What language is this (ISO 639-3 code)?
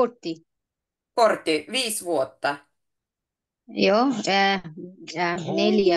fin